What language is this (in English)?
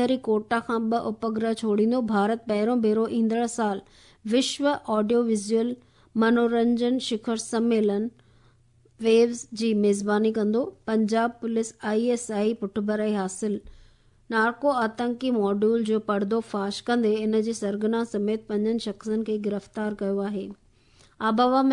Sindhi